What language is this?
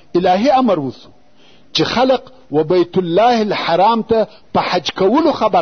Pashto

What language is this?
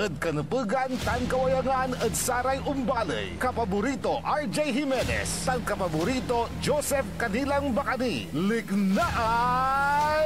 Pangasinan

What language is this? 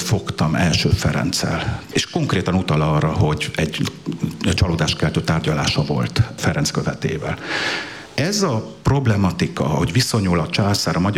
Hungarian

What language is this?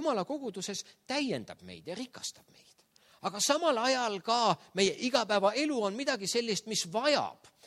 Estonian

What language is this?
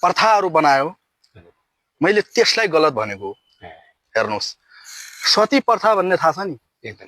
Nepali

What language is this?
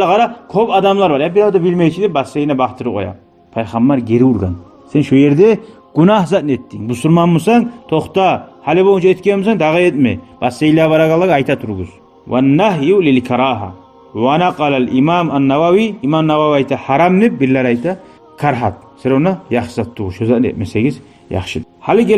Kumyk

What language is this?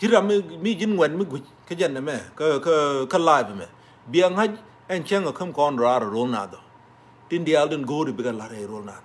Nuer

